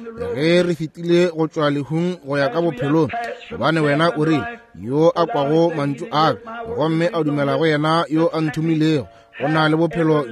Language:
Northern Sotho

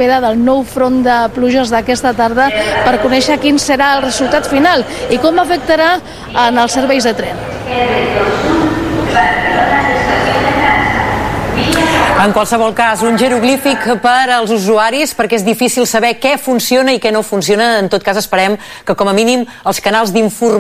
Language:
Catalan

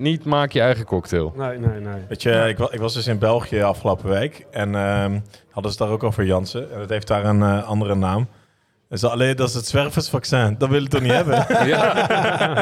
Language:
Dutch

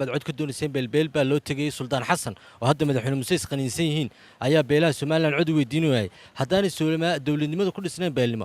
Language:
Somali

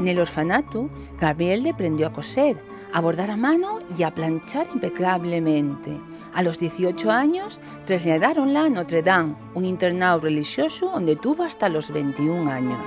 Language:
Asturian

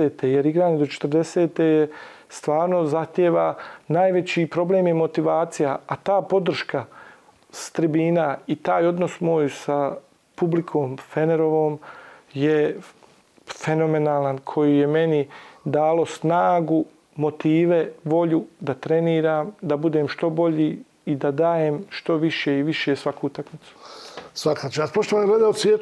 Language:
Bosnian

